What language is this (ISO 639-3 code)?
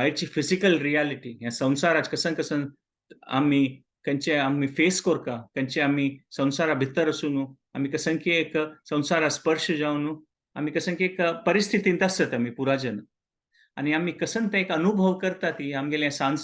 kok